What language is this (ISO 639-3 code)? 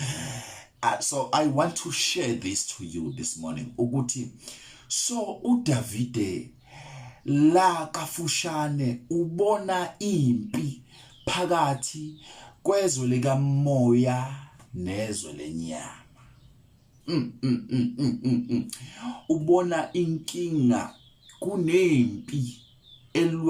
zul